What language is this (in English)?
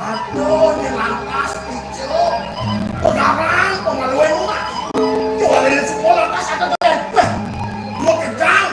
Balinese